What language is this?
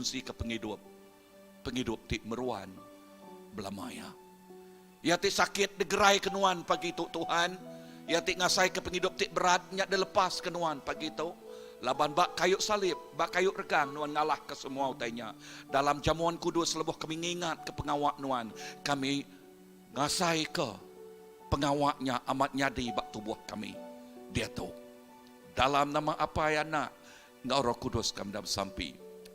Iban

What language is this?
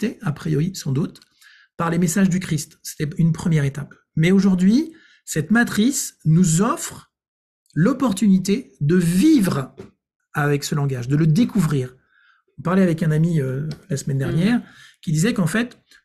French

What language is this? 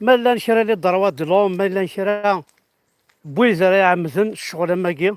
Kabyle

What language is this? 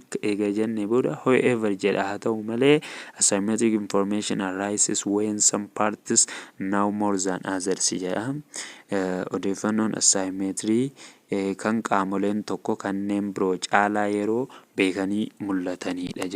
Oromo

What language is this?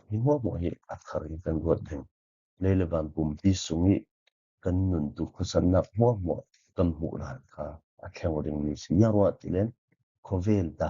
Falam Chin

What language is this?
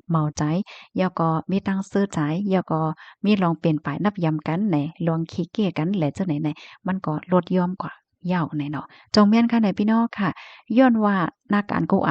Shan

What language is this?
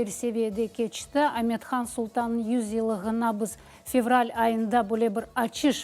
Crimean Tatar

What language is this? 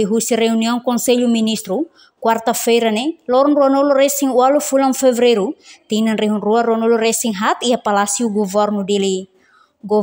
Tetum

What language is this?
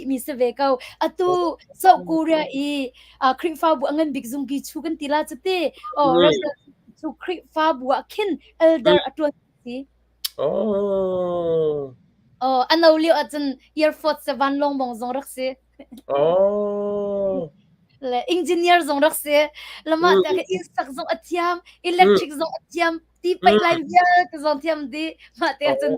Hakha Chin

